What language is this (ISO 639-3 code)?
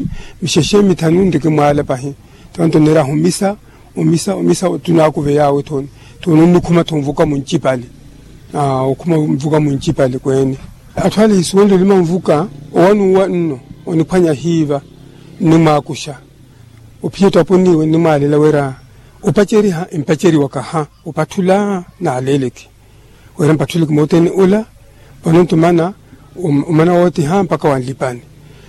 vmw